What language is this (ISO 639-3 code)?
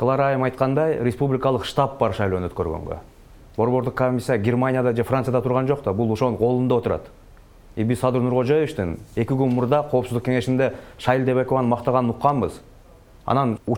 kir